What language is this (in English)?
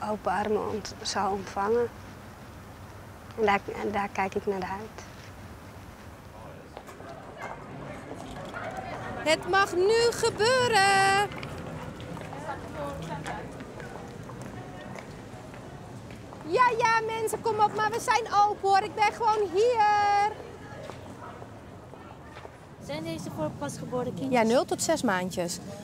Dutch